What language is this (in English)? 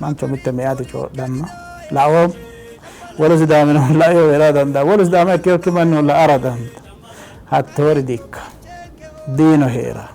Sidamo